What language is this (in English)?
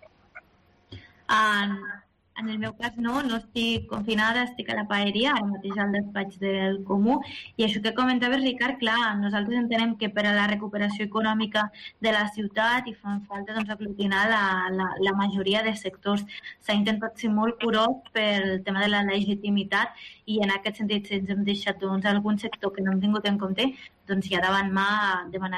Catalan